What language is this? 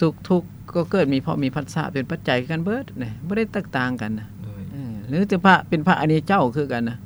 Lao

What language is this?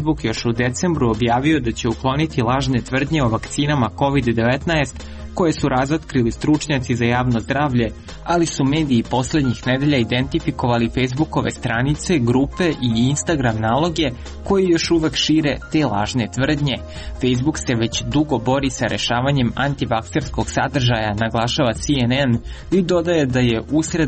Serbian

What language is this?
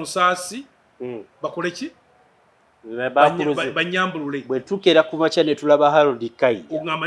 Ganda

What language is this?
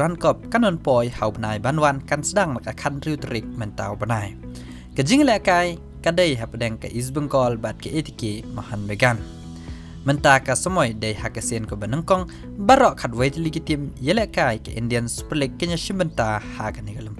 Khasi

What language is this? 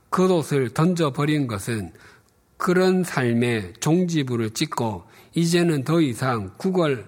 Korean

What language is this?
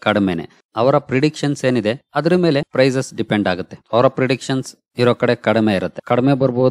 Kannada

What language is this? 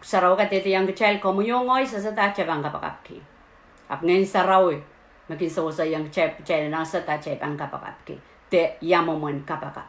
Pohnpeian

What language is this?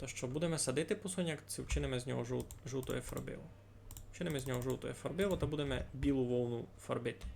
Rusyn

